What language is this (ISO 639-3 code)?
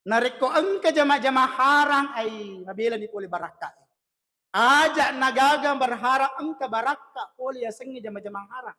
bug